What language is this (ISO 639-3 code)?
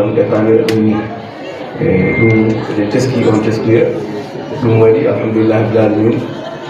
ful